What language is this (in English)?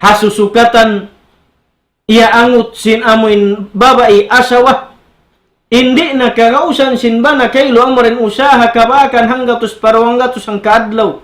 Tausug